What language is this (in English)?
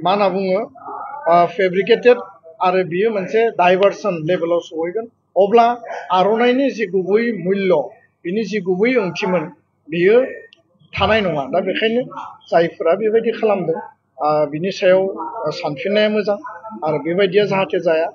Bodo